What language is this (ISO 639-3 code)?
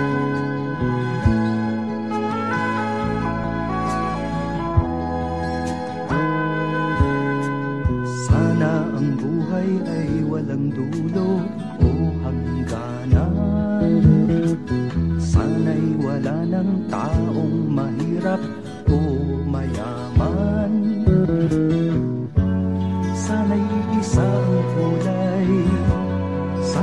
fil